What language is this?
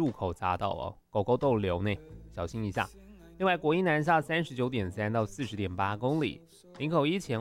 Chinese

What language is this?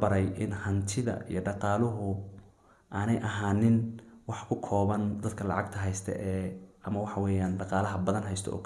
Somali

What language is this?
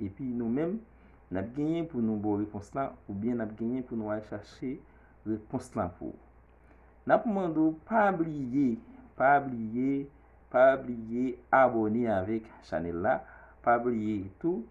Haitian Creole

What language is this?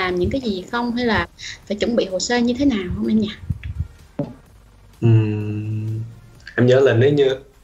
Vietnamese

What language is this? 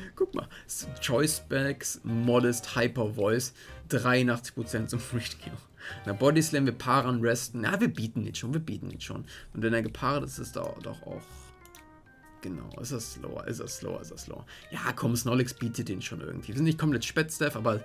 German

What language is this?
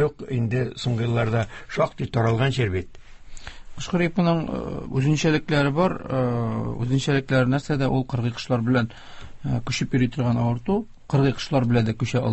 Tatar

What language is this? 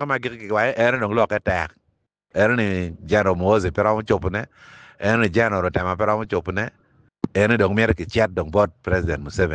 Acoli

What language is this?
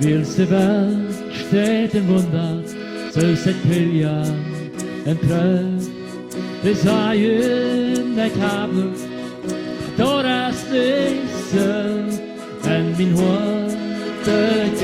Plautdietsch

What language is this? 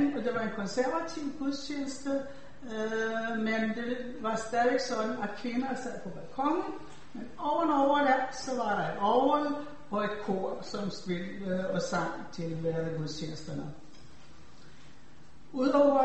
Danish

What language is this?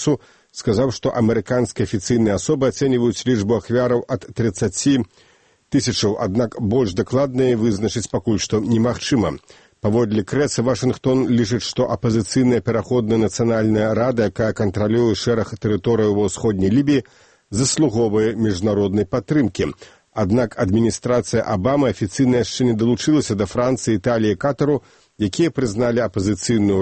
Belarusian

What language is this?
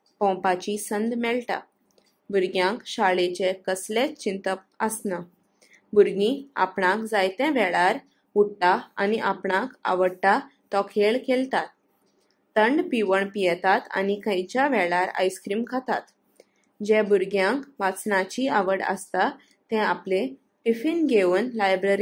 Konkani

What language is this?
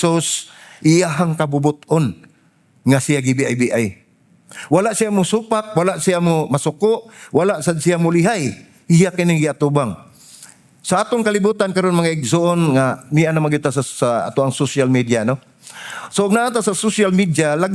Cebuano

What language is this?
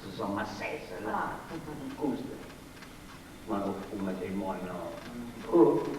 Sardinian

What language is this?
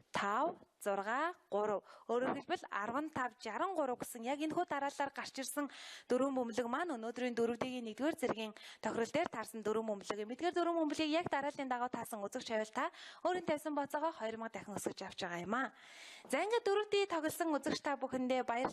Mongolian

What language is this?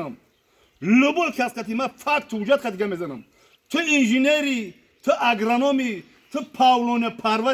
Tajik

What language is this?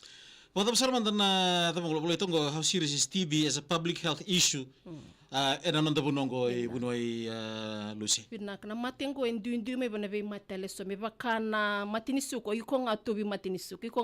Fijian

